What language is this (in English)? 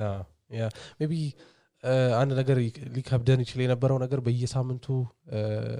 Amharic